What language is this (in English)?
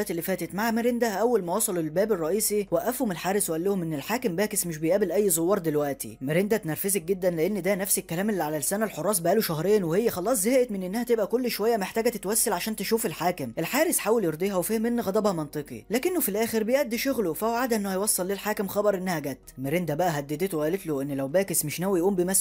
Egyptian Arabic